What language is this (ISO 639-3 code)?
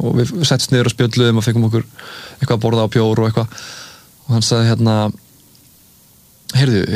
isl